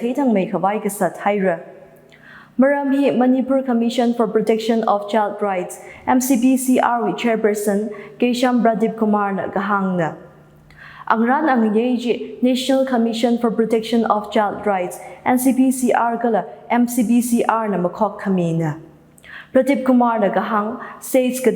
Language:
Tangkhul Naga (India)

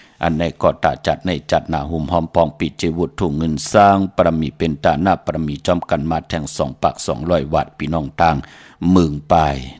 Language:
Shan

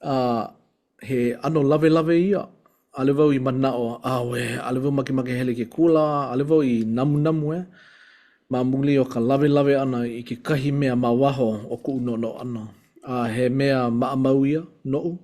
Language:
Hawaiian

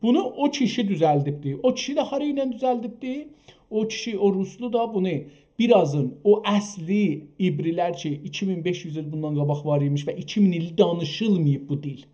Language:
South Azerbaijani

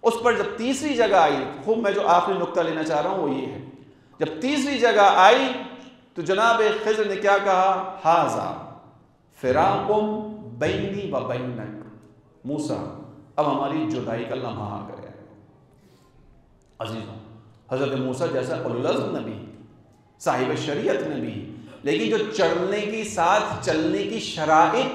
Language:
Urdu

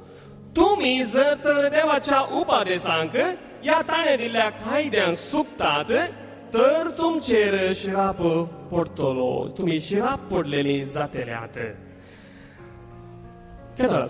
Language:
Konkani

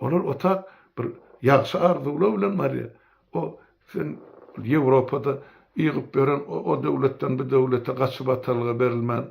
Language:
Turkmen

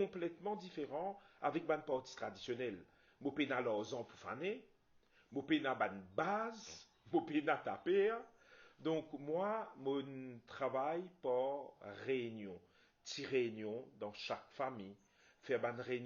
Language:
Morisyen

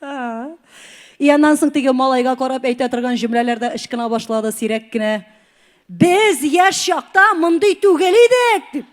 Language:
Tatar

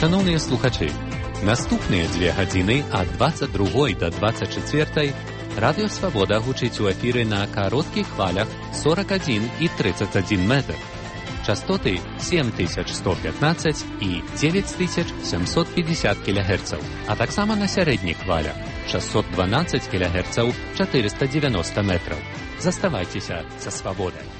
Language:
Belarusian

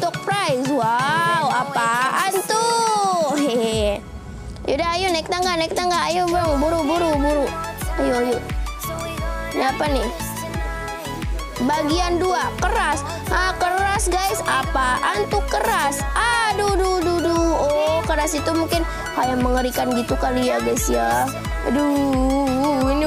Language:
Indonesian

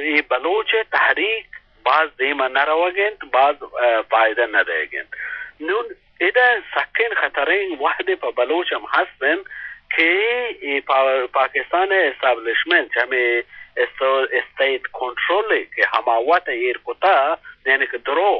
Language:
Eastern Balochi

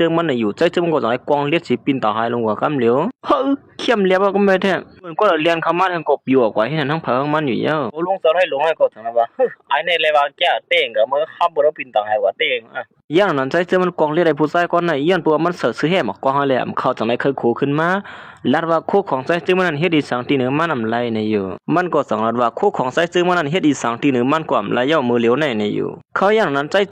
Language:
Shan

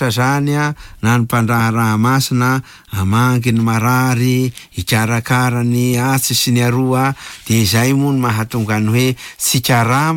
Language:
Malagasy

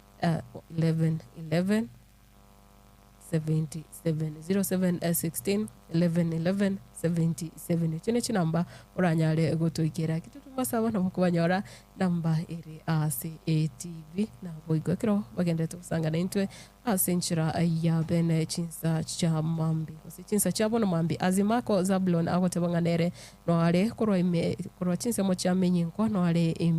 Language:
Gusii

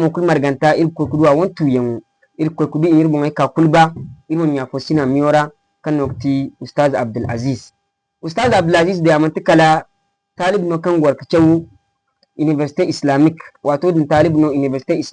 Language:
Zarma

